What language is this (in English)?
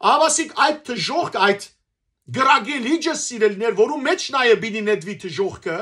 Western Armenian